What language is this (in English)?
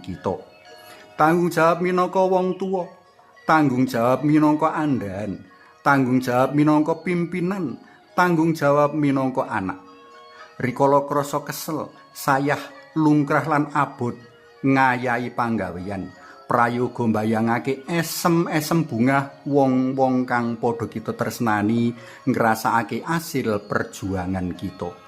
Javanese